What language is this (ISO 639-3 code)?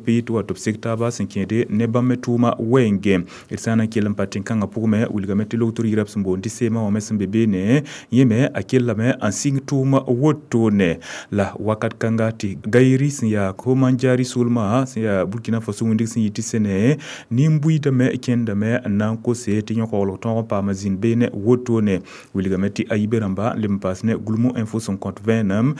mos